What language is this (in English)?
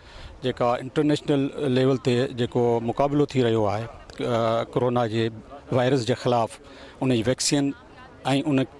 Sindhi